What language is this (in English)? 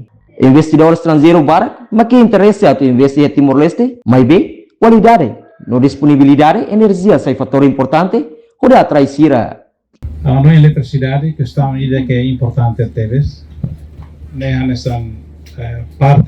Tetum